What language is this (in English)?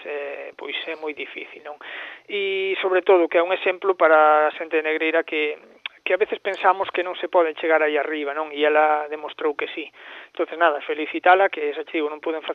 Galician